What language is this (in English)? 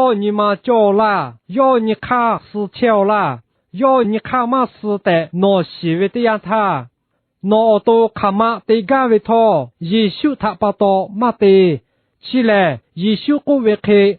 Lahu